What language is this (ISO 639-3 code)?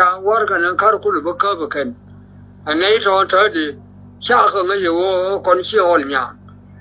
nus